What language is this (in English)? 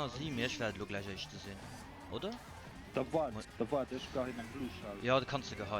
Luxembourgish